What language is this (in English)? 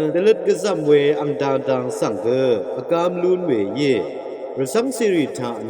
Rawang